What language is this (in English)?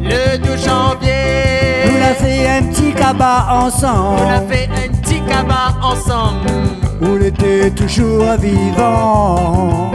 Réunion Creole French